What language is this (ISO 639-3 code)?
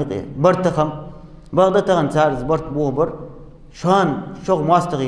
inh